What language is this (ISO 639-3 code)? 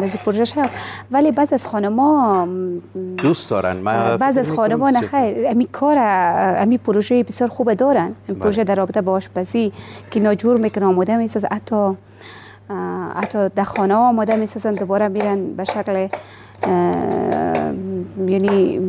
fas